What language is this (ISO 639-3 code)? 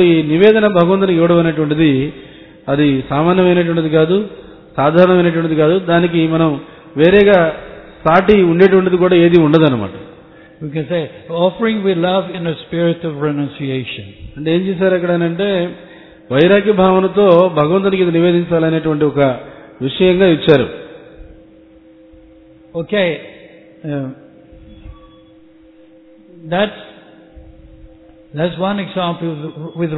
tel